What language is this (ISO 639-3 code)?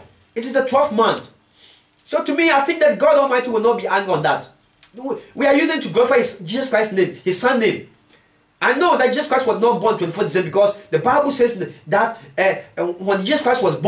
eng